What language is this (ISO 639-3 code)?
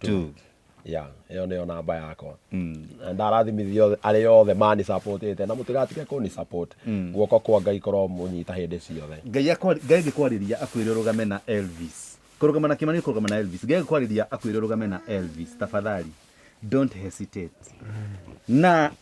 kik